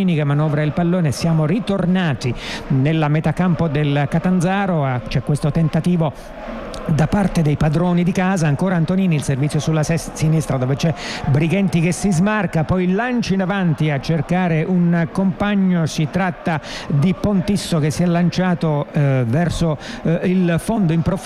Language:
Italian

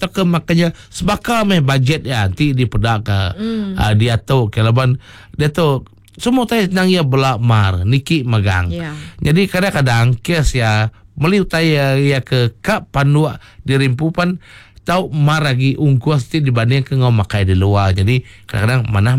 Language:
Iban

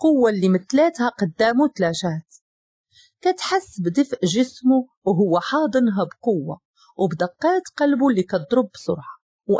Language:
Moroccan Arabic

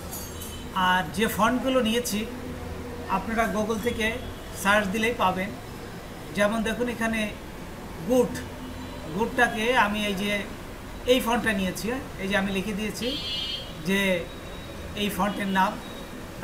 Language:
Bangla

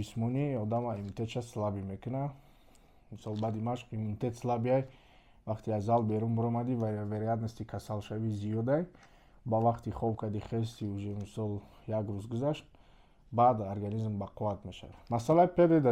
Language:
Tajik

